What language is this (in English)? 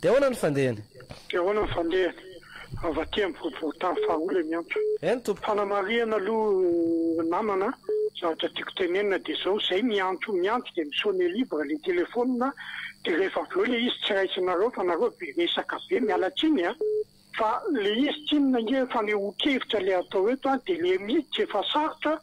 Malagasy